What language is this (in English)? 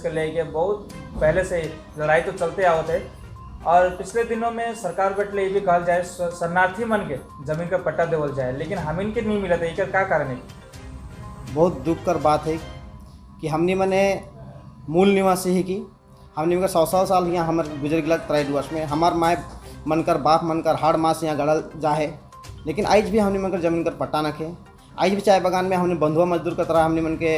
Sadri